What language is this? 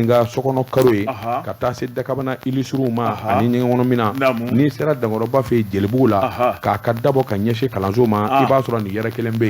Bambara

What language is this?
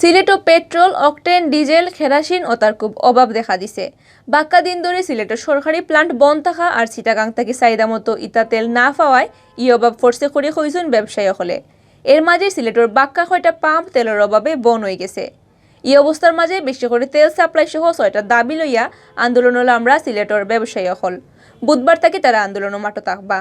Sylheti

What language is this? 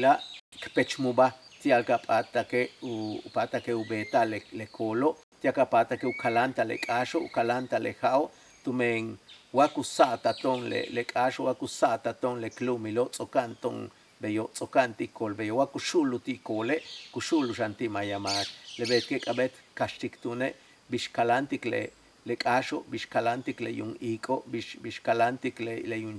Yucateco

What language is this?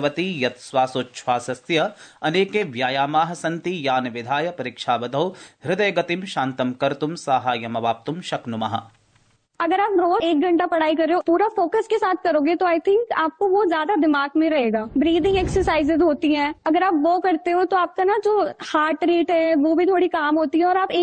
Sanskrit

